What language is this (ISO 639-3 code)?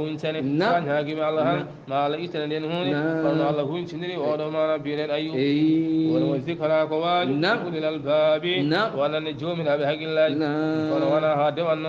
ful